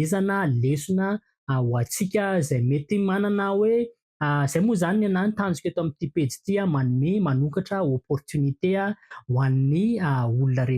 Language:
Malagasy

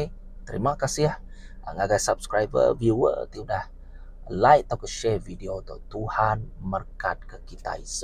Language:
Iban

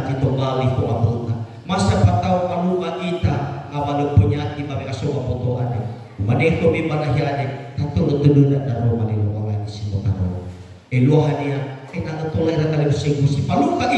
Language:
Nias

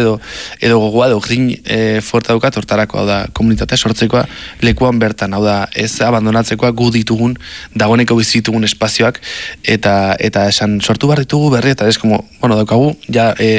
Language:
Basque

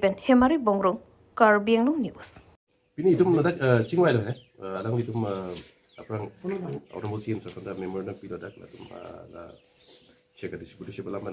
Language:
Karbi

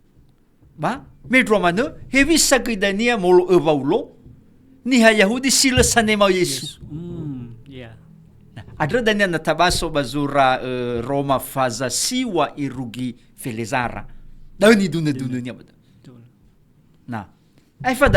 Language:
Nias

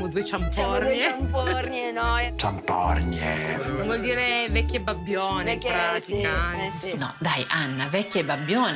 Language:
Italian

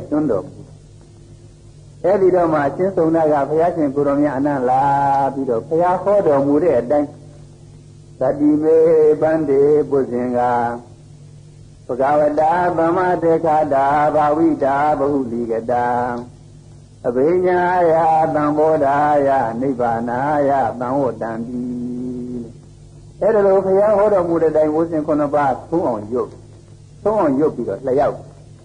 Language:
Burmese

